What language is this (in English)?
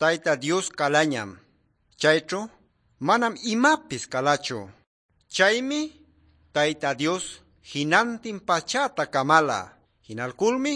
Quechua